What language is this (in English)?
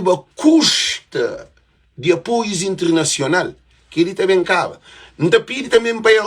Kabuverdianu